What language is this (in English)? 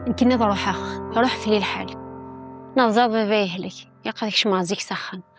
Kabyle